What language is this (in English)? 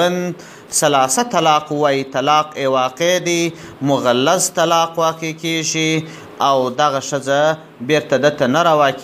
Pashto